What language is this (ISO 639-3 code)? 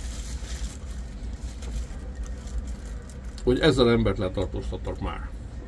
hun